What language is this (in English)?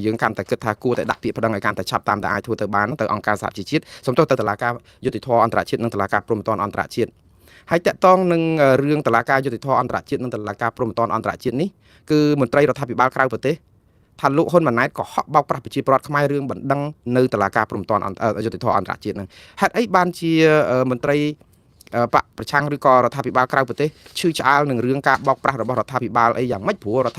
Khmer